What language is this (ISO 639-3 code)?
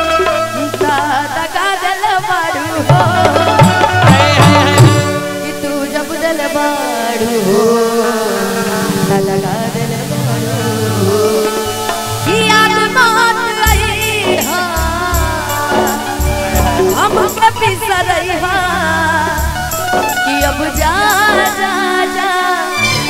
bho